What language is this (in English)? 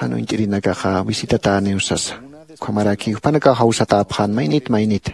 Aymara